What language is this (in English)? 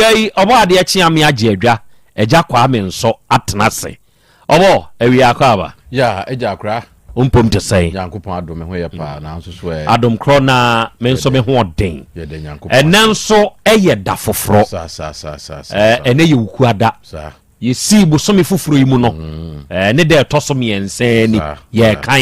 Akan